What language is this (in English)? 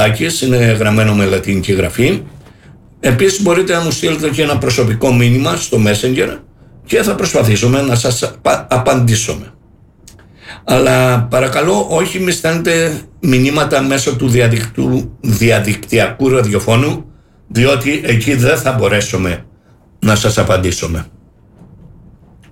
Greek